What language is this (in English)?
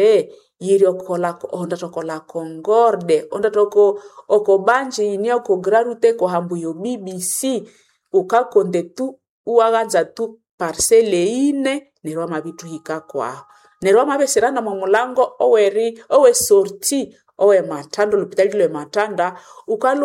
Nande